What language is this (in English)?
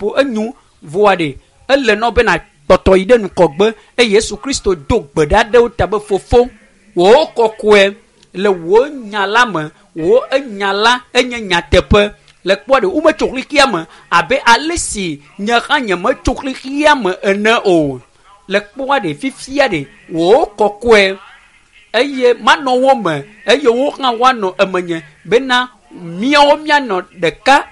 Ewe